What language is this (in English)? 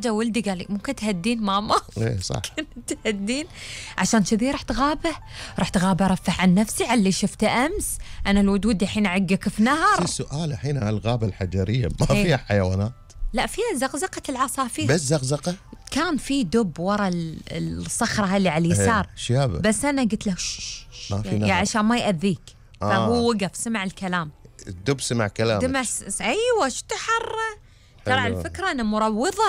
Gulf Arabic